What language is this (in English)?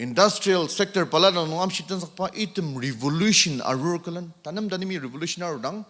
Ao Naga